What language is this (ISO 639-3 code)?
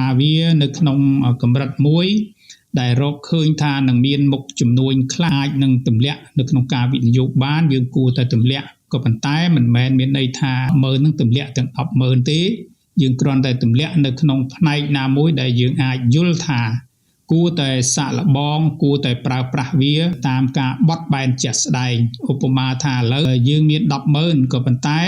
khm